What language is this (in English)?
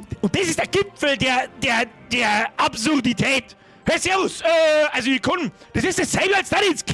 Bavarian